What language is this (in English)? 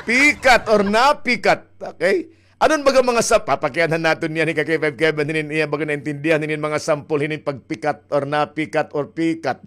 Waray